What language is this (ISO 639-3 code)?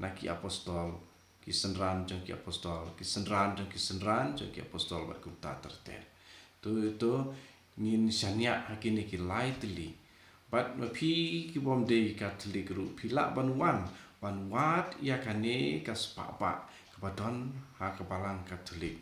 kha